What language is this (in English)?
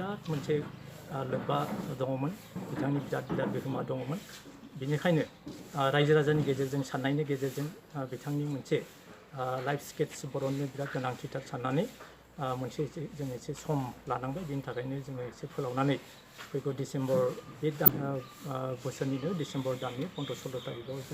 Bodo